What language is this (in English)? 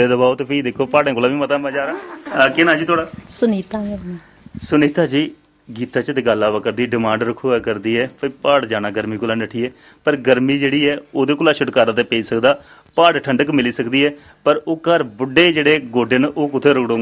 Dogri